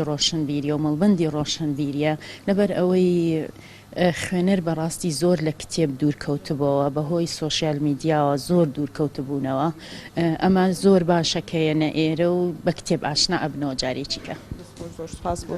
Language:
Central Kurdish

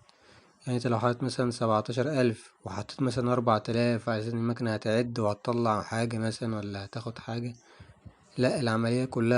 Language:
Egyptian Arabic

